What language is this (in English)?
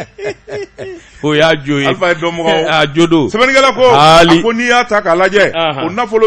Bambara